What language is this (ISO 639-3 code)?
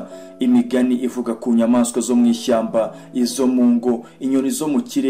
kin